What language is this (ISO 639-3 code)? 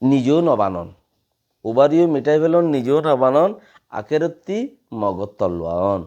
rhg